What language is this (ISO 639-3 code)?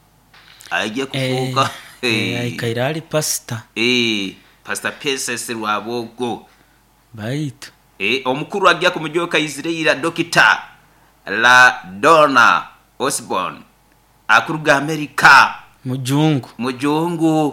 nyo